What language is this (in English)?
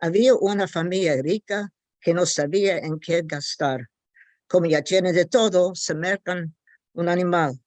Ladino